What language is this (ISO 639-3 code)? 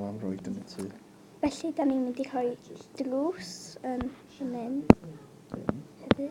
cym